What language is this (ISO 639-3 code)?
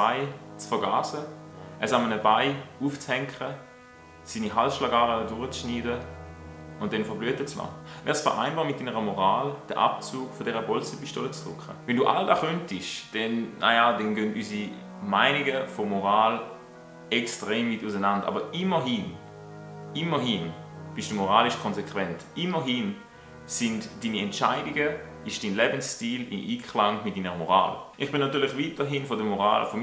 gsw